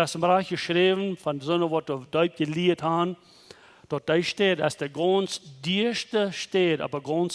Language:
Plautdietsch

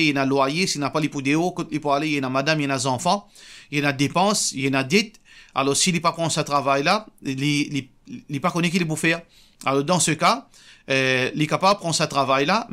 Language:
Morisyen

